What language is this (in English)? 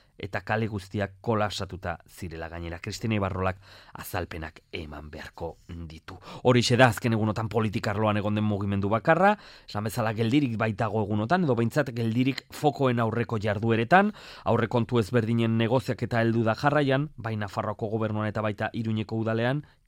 Basque